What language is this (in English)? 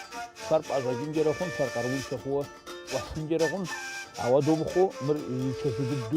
Kabardian